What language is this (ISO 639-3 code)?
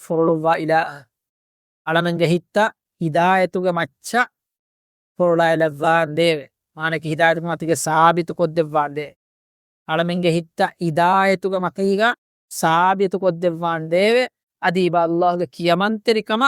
div